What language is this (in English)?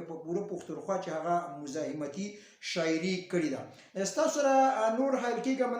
Pashto